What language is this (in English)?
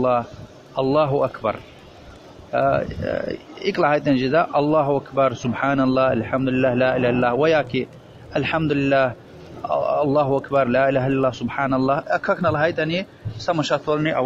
Lezghian